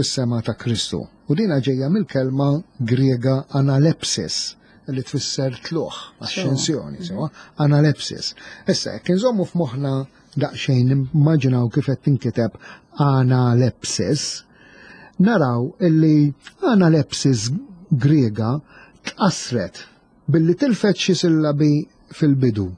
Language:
Maltese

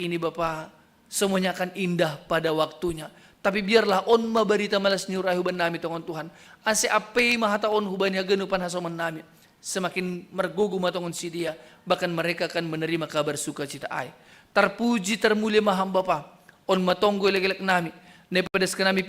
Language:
Batak Simalungun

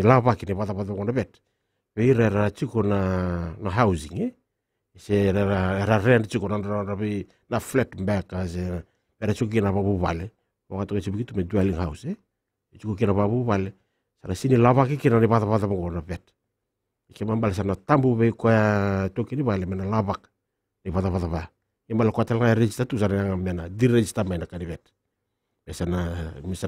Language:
Fijian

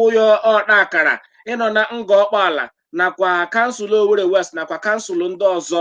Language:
Igbo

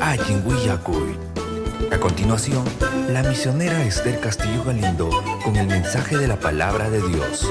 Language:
Ayacucho Quechua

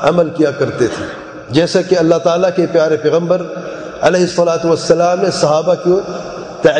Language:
Urdu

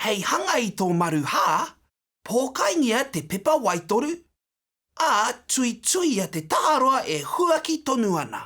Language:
Māori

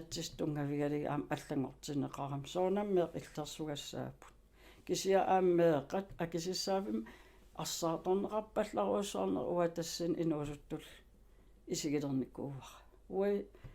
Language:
Kalaallisut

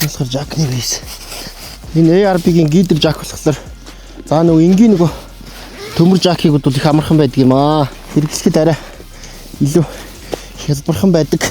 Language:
Mongolian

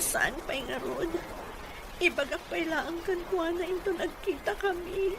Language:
Iloko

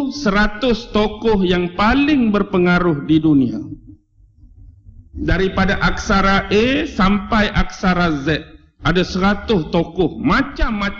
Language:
Malay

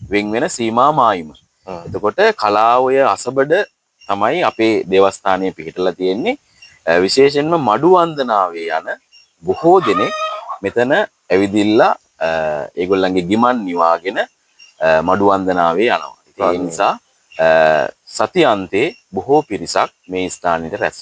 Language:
Sinhala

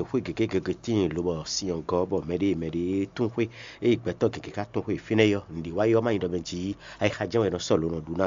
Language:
Fon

